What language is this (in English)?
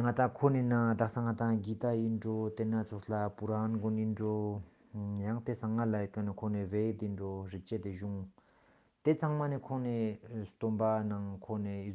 Ladakhi